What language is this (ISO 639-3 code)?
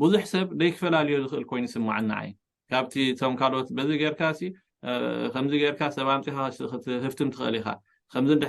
tir